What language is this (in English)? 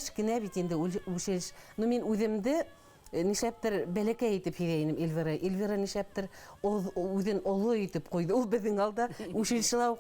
Bashkir